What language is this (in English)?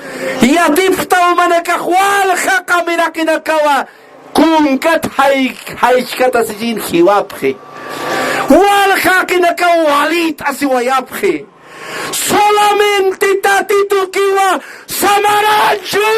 Aymara